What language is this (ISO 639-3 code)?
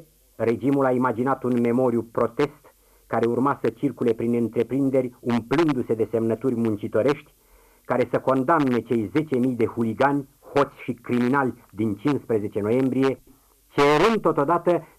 ron